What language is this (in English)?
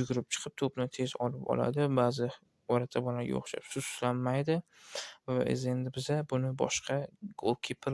Uzbek